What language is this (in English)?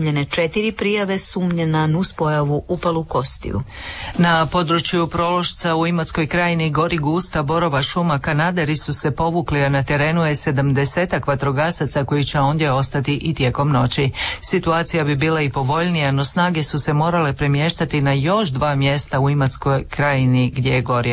Croatian